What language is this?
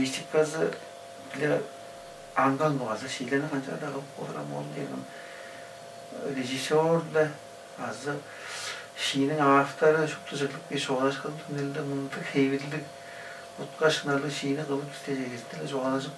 Tuvinian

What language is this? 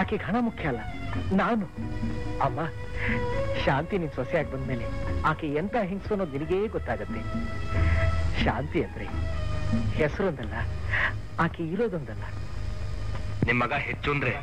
Kannada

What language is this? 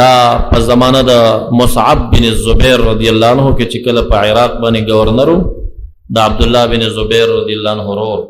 Pashto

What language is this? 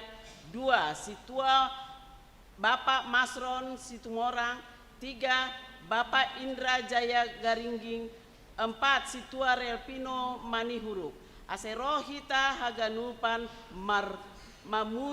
Batak Simalungun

